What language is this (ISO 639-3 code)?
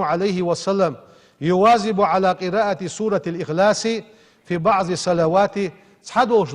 inh